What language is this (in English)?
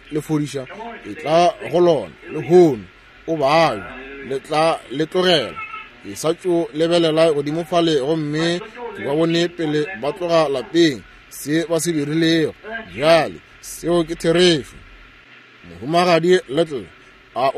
Northern Sotho